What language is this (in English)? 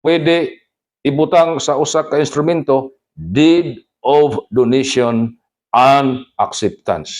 Cebuano